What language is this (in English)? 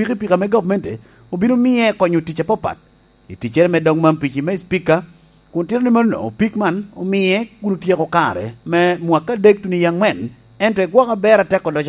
Lango (Uganda)